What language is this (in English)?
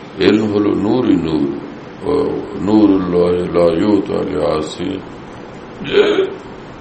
Bangla